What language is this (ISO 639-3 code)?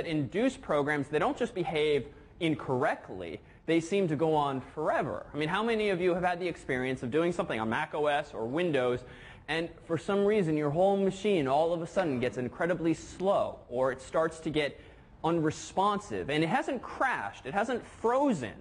eng